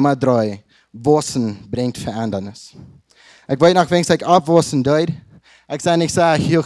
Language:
Plautdietsch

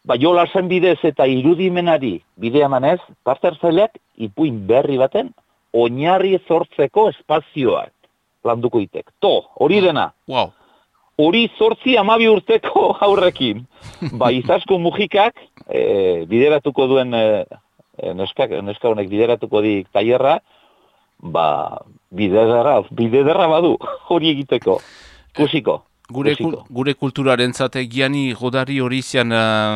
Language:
Basque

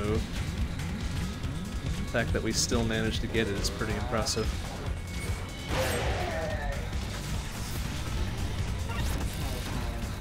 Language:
English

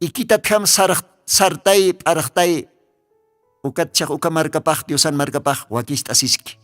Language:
Aymara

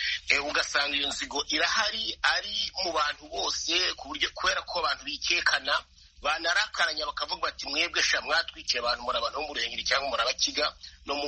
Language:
Kinyarwanda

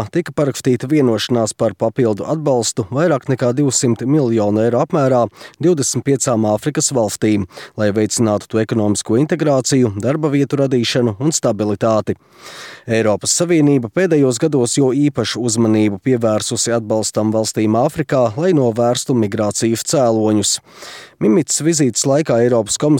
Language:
Latvian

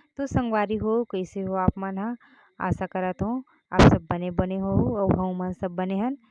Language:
Chhattisgarhi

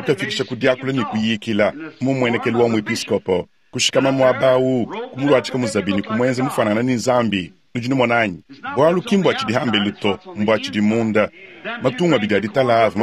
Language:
Luba-Lulua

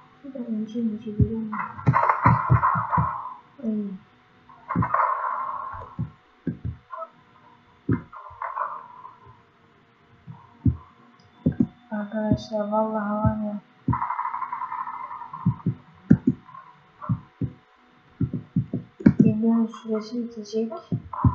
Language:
Turkish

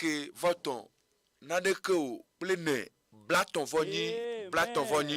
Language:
Ewe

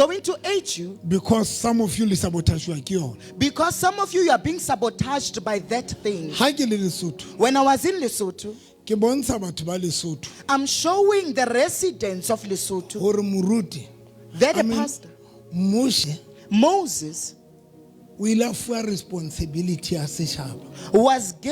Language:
Southern Sotho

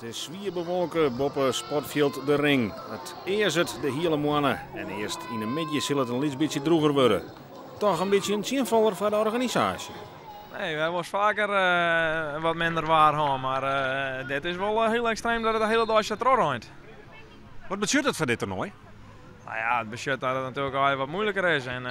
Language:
Western Frisian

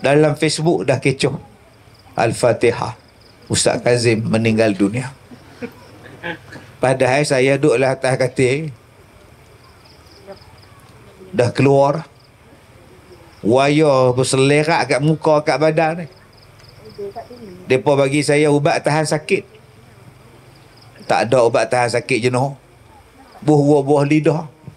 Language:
Malay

